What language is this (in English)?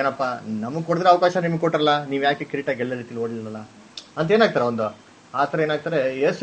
Kannada